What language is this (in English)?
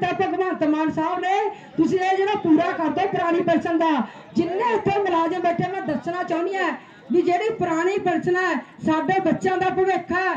Punjabi